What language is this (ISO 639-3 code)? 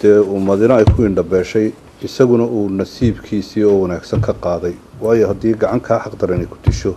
som